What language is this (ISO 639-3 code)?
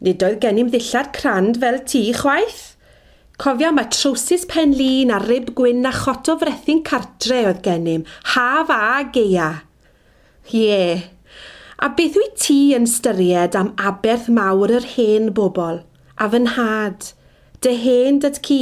cym